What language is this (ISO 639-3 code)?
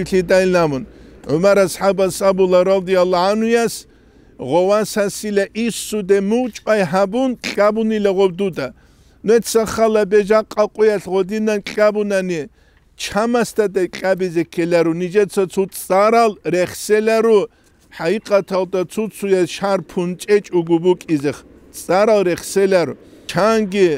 ava